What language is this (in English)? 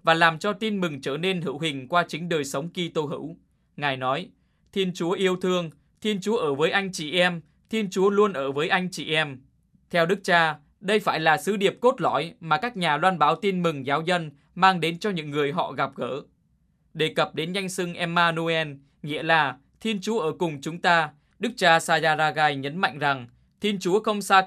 Vietnamese